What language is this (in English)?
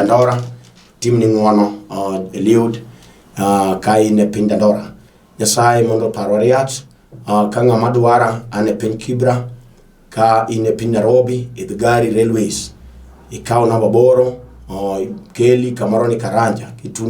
Luo (Kenya and Tanzania)